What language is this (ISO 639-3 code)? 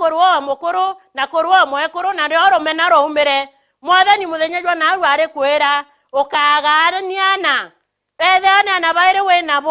mer